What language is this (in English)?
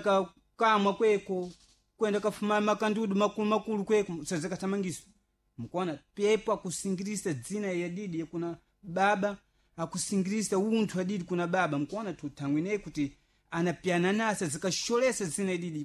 Sena